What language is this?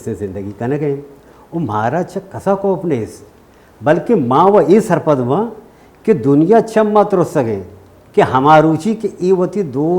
Baluchi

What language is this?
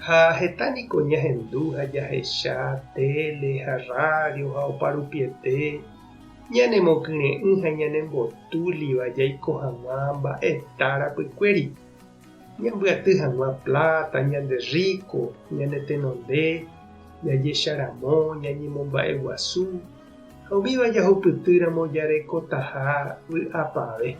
Guarani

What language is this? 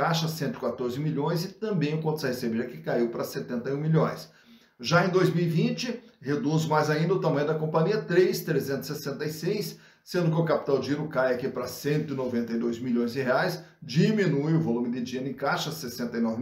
Portuguese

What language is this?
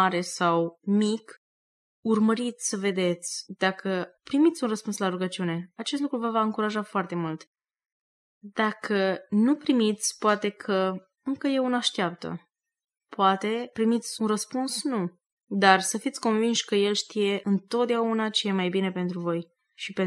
Romanian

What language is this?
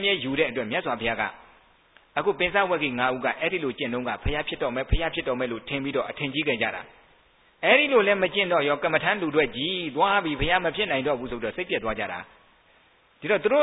Burmese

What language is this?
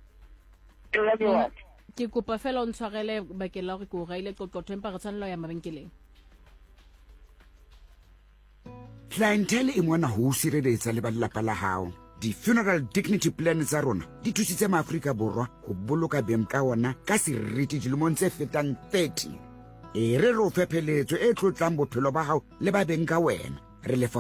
Southern Sotho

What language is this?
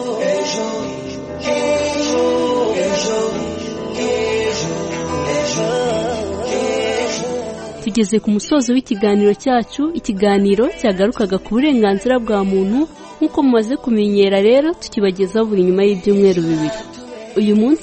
Kinyarwanda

